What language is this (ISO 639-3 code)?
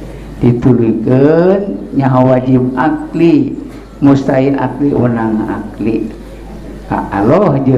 sun